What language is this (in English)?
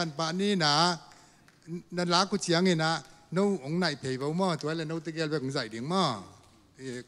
Tedim Chin